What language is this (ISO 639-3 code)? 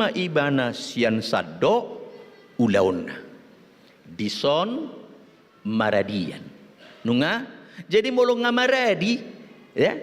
bbc